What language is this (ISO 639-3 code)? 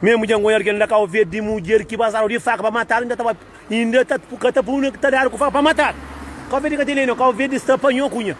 kea